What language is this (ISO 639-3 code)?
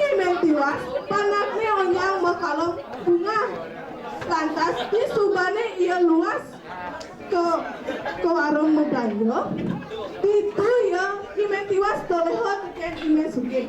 ban